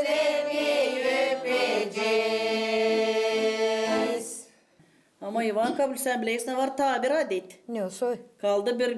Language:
Gagauz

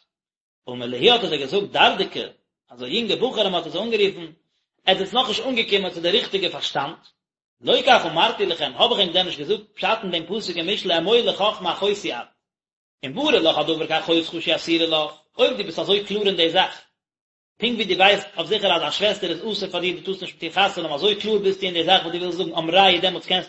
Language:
Yiddish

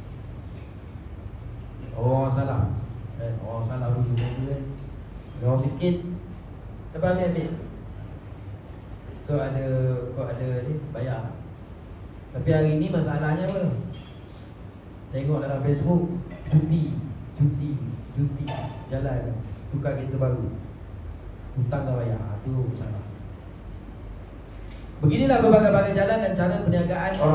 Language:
Malay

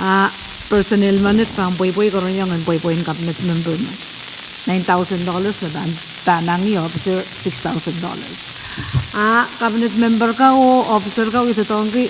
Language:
Pohnpeian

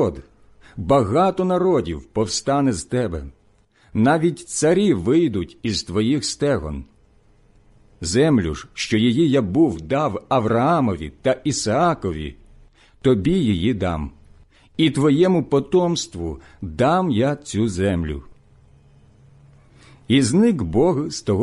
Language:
Ukrainian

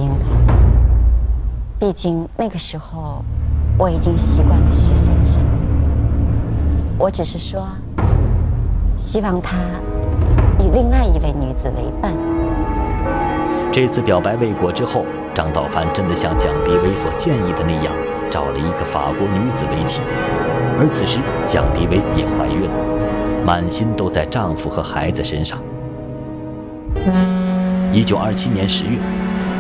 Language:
Chinese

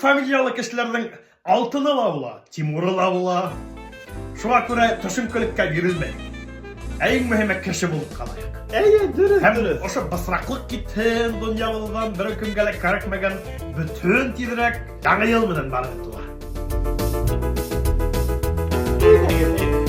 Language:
Bashkir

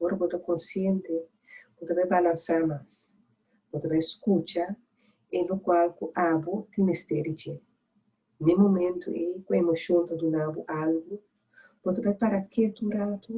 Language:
Papiamento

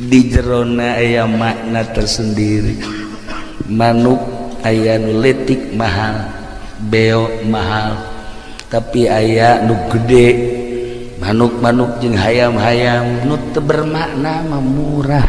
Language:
Sundanese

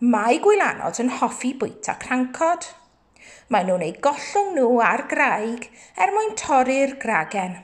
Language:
Welsh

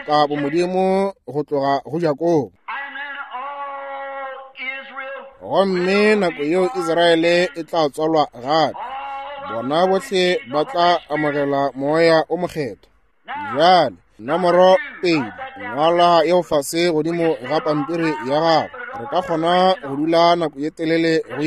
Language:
Northern Sotho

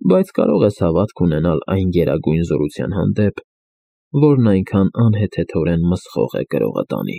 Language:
Armenian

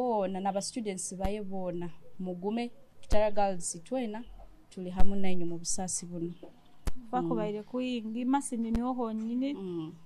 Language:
Nyoro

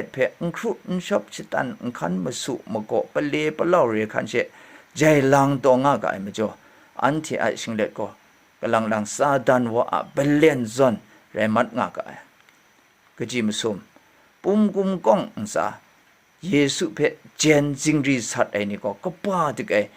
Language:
Kachin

